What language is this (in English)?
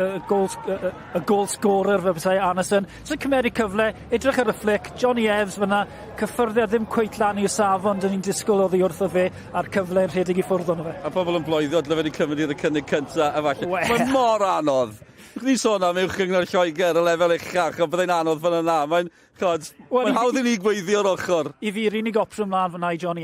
Welsh